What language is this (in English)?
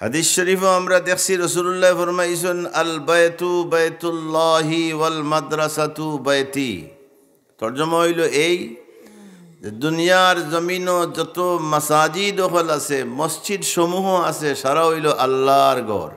Sylheti